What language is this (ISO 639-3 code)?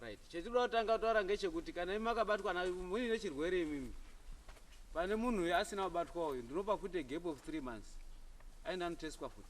sna